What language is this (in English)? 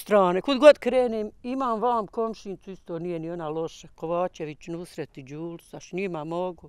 Bosnian